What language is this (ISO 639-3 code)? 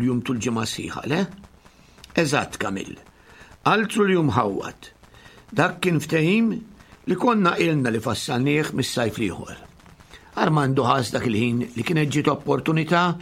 mlt